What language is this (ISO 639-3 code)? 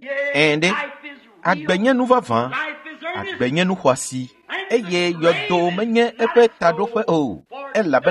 ewe